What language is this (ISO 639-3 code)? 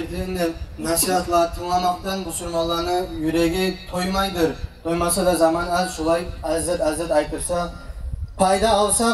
kum